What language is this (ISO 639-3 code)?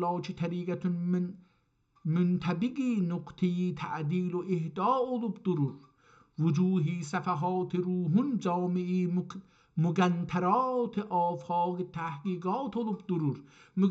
azb